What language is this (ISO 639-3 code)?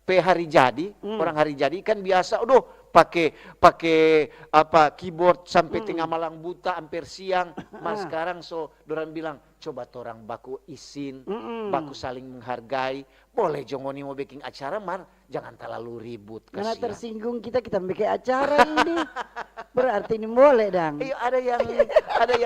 xmm